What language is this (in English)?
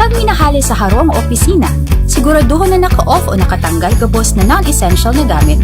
Bikol